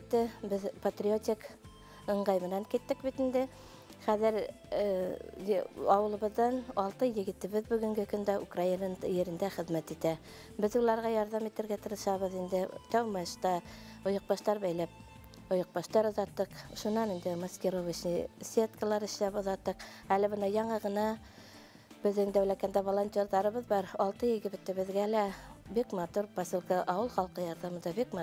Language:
Bashkir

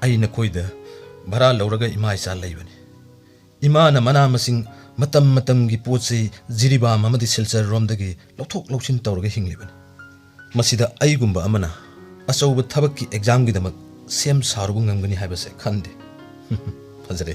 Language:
Manipuri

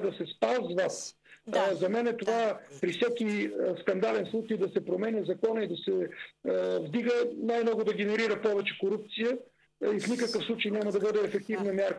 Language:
Bulgarian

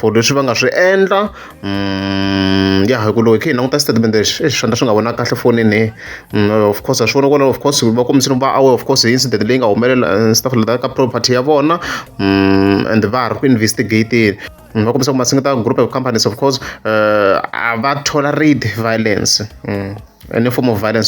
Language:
Tsonga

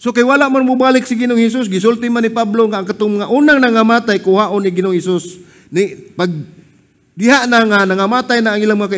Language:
Cebuano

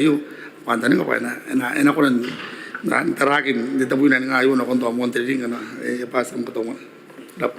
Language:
Gilbertese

